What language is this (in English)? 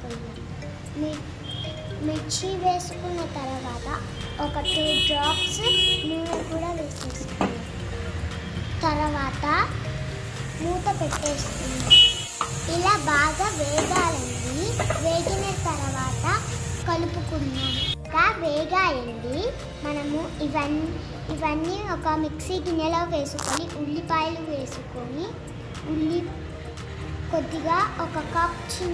Telugu